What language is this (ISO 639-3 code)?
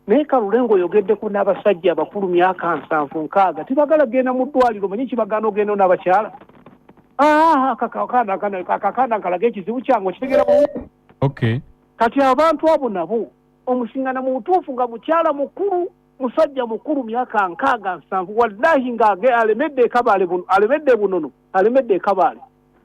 lug